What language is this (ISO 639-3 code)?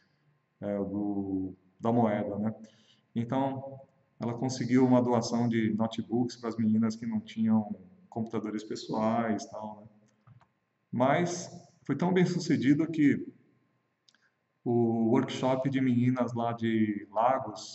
por